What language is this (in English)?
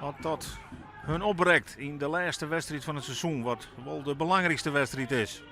Western Frisian